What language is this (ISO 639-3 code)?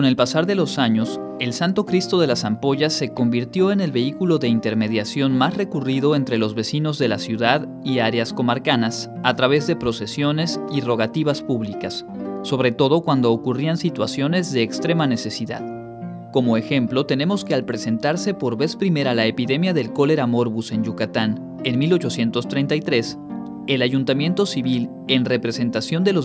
spa